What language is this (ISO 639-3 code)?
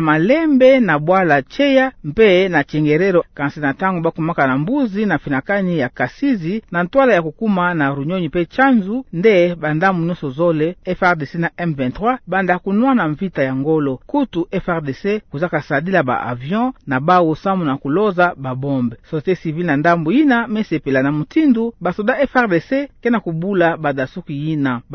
ktu